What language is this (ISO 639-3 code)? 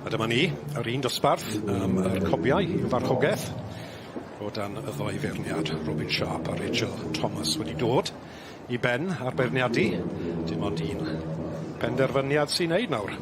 cym